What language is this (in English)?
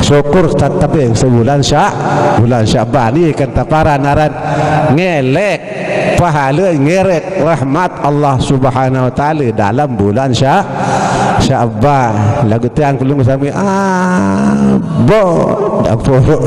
Sasak